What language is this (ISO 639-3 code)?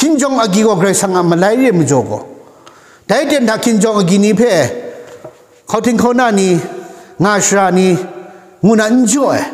kac